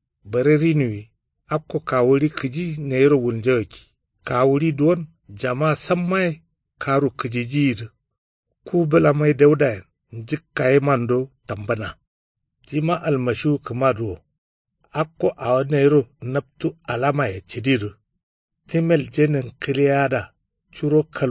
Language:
Kanuri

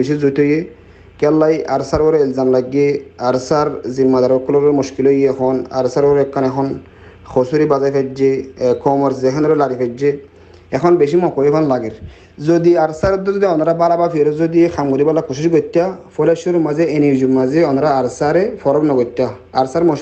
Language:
Rohingya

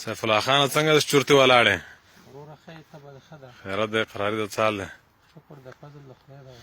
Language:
Pashto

